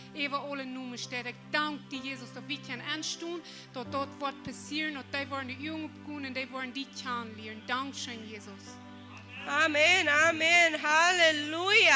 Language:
Plautdietsch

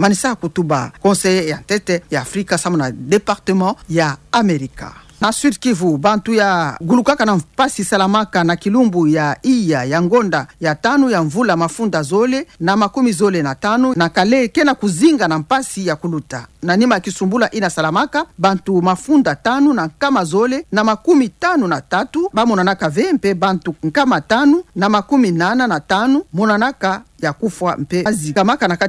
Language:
Kituba (Democratic Republic of Congo)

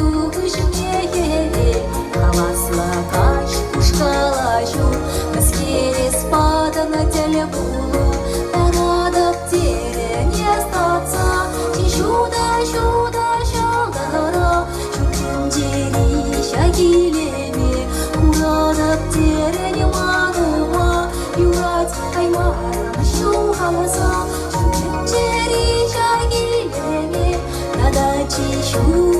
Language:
Chuvash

